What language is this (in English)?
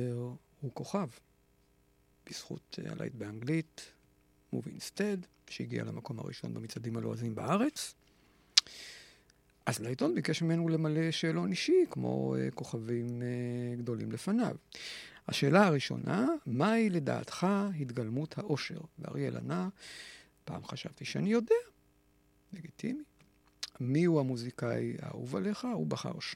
Hebrew